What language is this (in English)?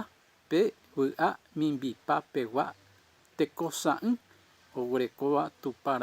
Guarani